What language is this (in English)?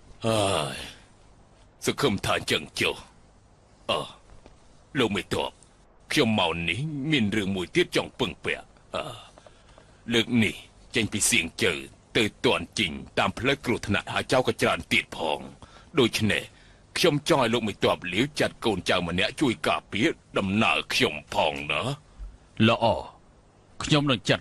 Khmer